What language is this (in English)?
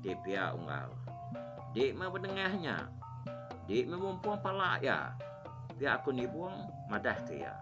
Iban